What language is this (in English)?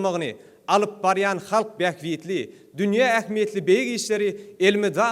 Turkmen